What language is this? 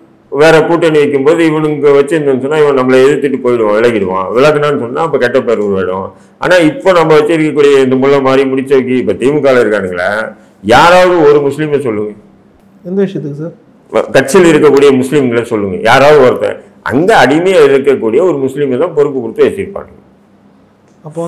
Tamil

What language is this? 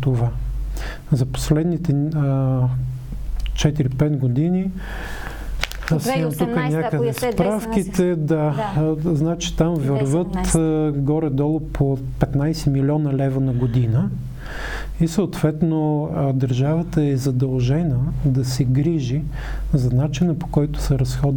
Bulgarian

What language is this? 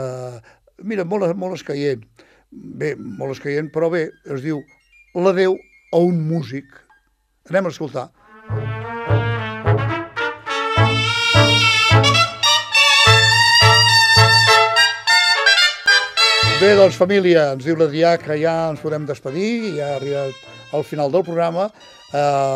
Catalan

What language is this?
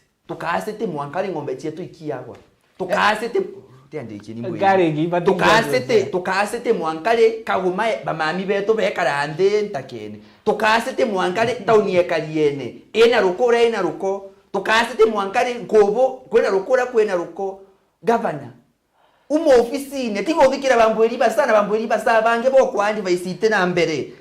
Meru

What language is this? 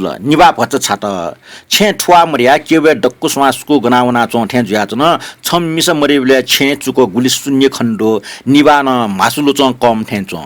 Newari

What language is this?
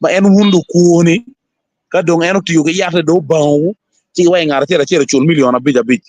Acoli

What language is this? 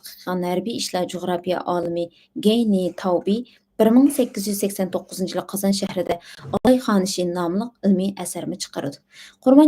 Uyghur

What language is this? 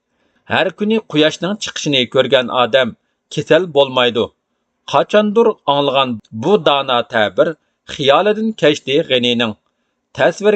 Uyghur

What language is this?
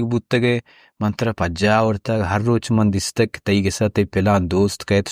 Baluchi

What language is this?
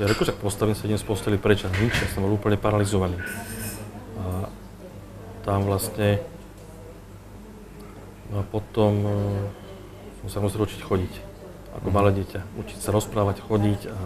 Slovak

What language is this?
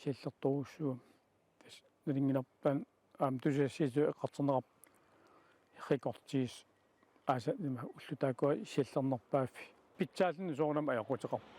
Kalaallisut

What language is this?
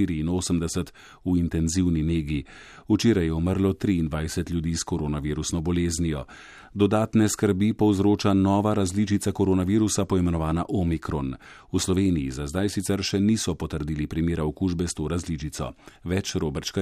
Slovenian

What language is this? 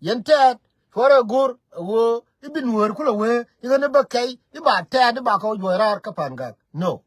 Nuer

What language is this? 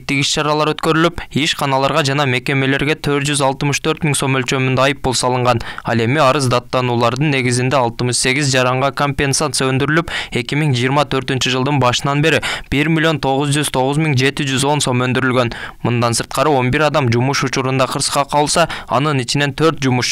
Kyrgyz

